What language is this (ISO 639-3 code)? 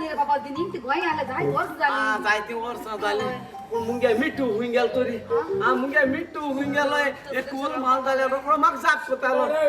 kok